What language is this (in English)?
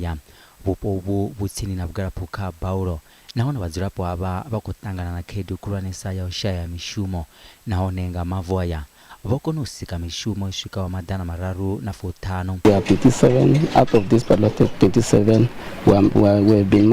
Venda